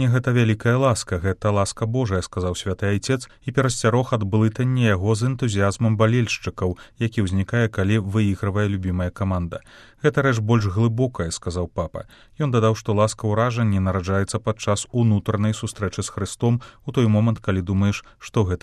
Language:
Belarusian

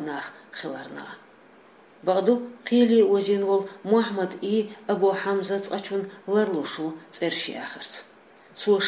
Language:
Chechen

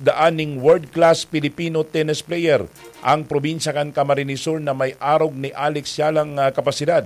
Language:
Bikol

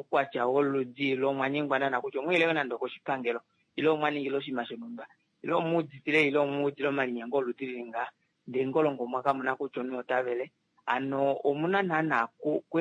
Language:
Kuanyama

